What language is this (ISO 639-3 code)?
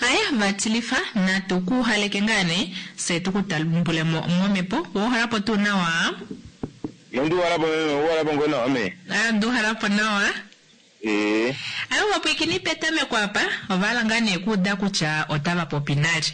kua